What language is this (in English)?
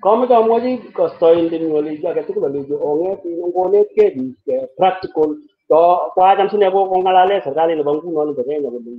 Kalenjin